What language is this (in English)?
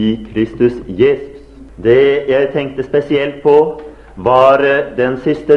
Norwegian